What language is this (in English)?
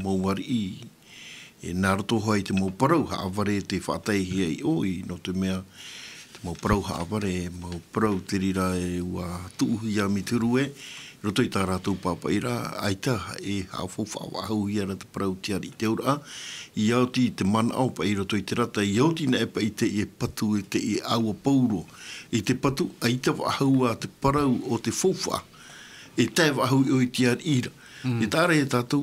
Tahitian